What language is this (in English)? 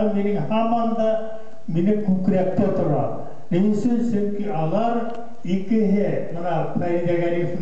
Bashkir